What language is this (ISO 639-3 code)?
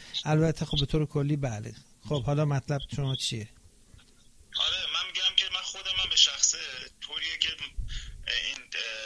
fas